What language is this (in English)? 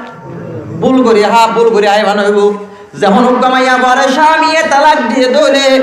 Rohingya